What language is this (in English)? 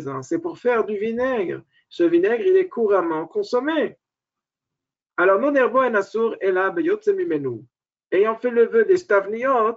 French